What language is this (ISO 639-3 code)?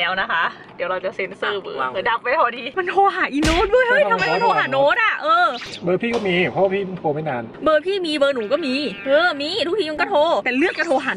tha